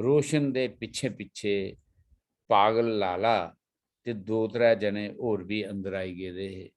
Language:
Dogri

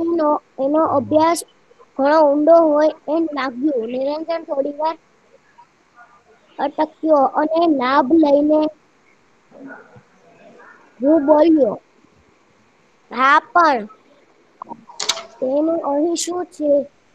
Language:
Gujarati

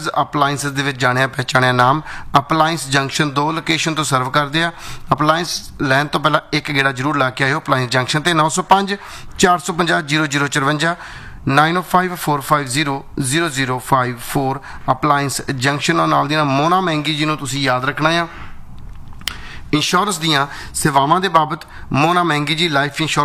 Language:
Punjabi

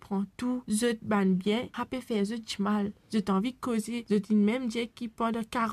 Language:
Morisyen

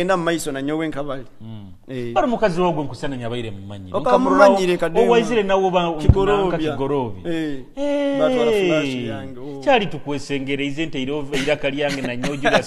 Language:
Nyoro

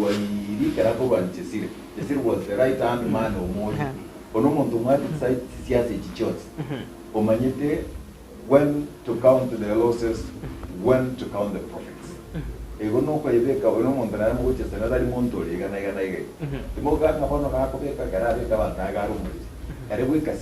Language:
Gusii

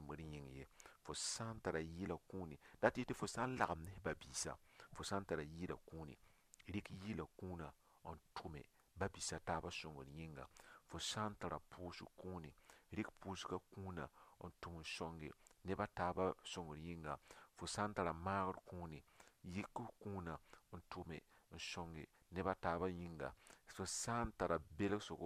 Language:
Mossi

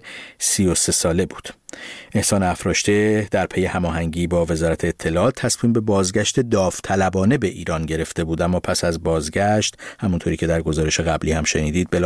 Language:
Persian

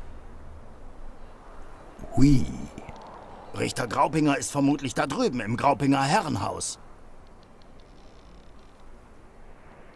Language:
German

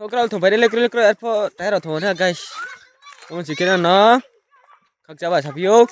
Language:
Riang (India)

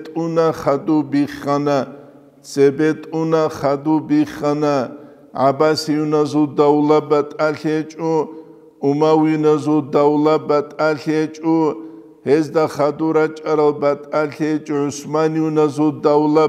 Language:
Avaric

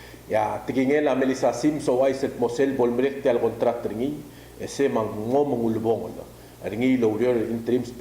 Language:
Palauan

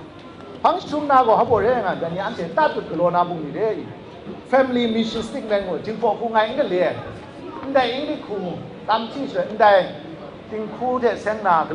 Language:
Kachin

